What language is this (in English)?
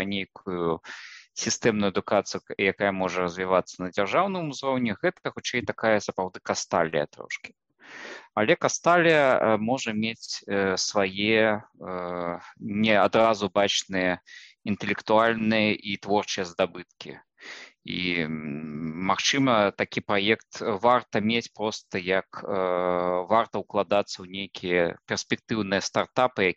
Belarusian